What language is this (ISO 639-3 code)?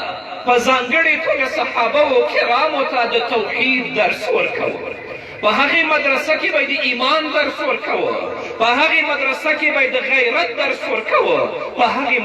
pus